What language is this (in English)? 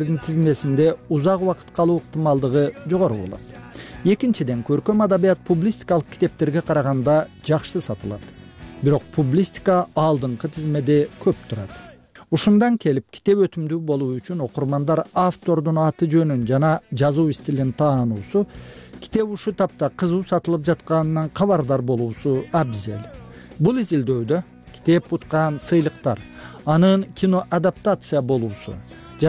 Kyrgyz